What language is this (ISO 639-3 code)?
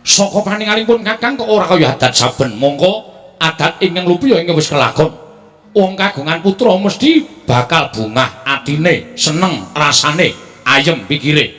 jav